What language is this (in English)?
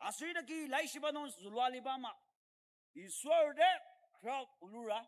Ao Naga